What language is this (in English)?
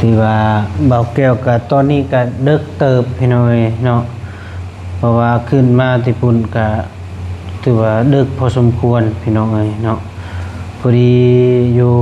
Lao